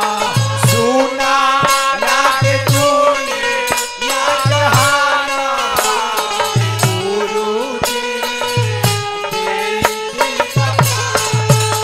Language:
Bhojpuri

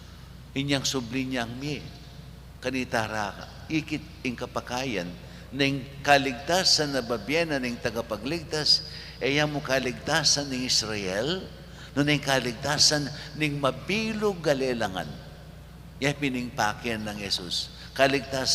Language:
Pampanga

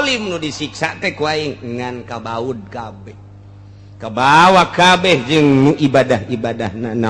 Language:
Sundanese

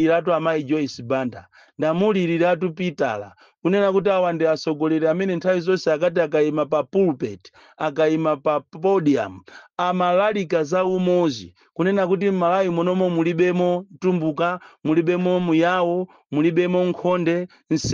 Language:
Nyanja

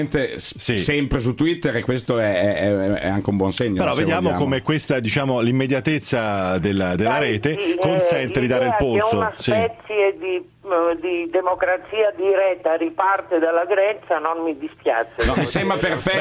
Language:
Italian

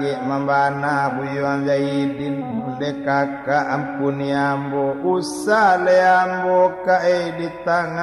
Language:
Minangkabau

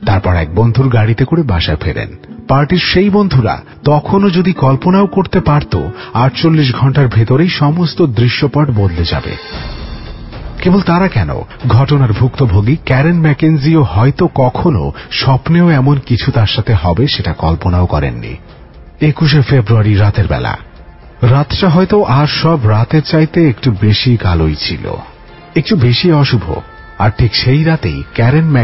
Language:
Bangla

